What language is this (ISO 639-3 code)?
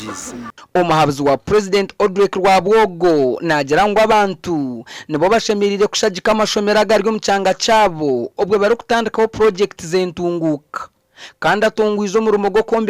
nyn